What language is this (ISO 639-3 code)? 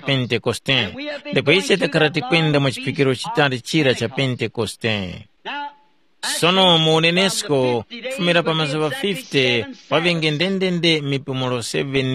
tum